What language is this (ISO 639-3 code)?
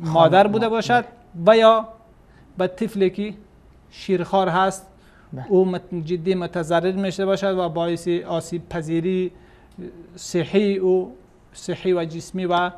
fas